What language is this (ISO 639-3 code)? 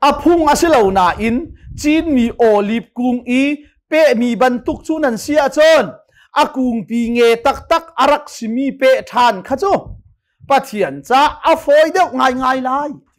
cnh